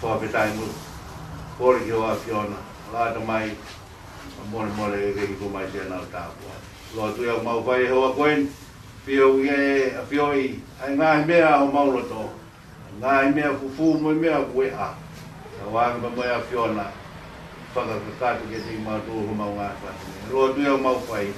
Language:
Tongan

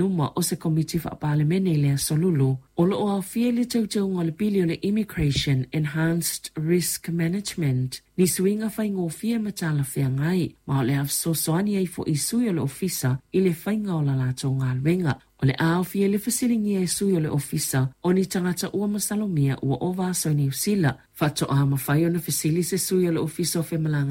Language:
Samoan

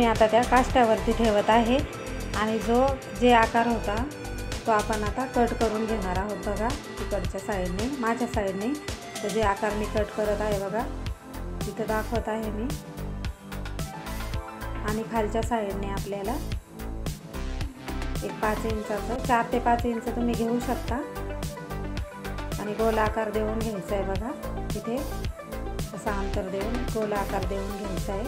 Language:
Marathi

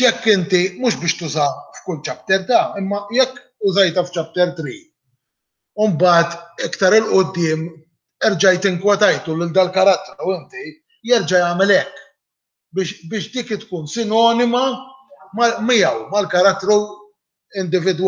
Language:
Maltese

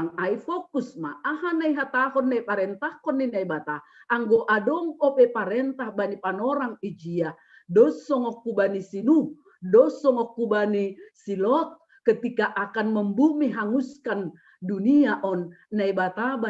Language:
Batak Simalungun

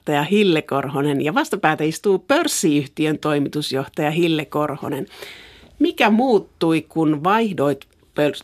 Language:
Finnish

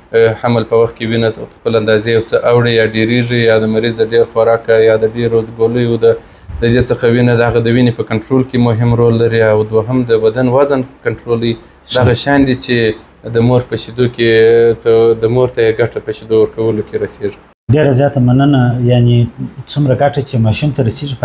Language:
Pashto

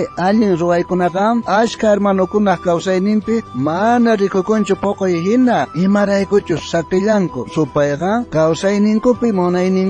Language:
South Bolivian Quechua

